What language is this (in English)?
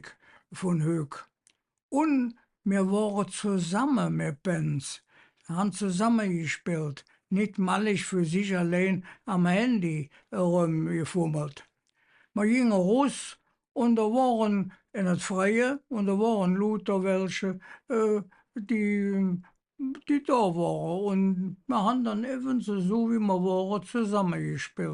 Colognian